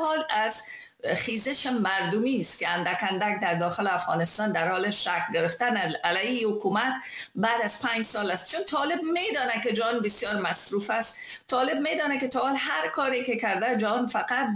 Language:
Persian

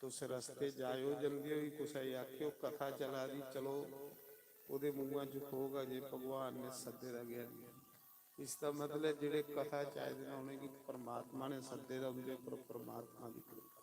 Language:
Dogri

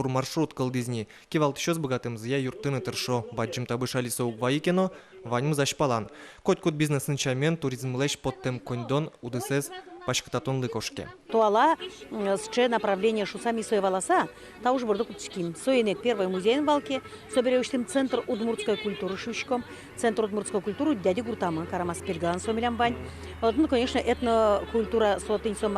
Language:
Udmurt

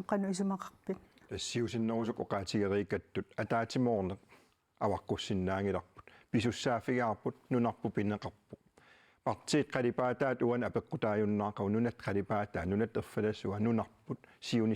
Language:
Kalaallisut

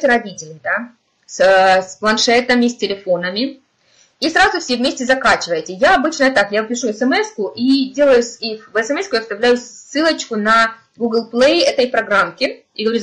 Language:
Russian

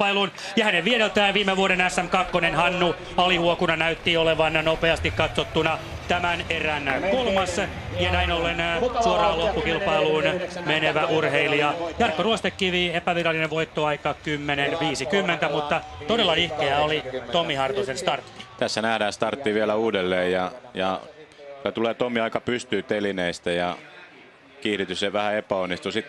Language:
Finnish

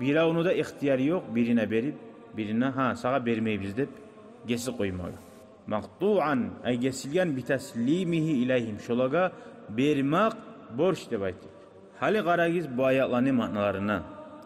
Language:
Kumyk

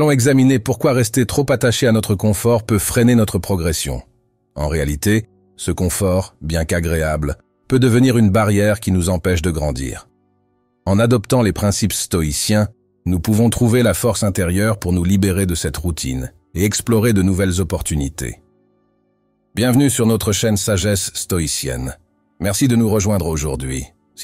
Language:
French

